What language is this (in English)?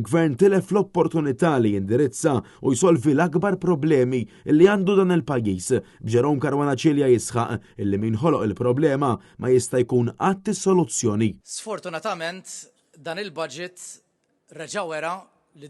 Maltese